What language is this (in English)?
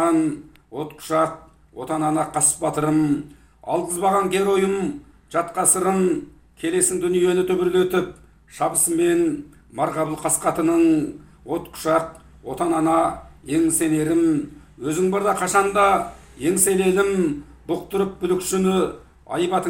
Kazakh